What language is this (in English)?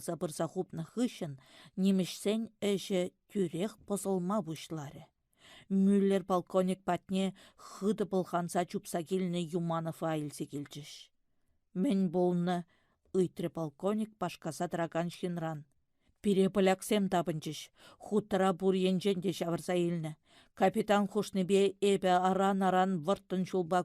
Chuvash